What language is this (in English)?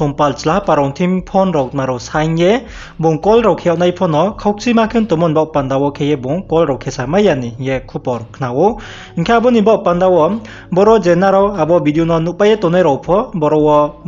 Riang (India)